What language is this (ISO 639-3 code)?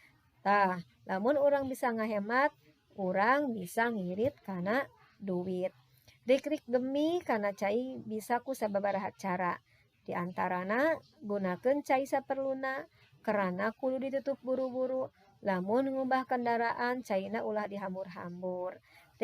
sun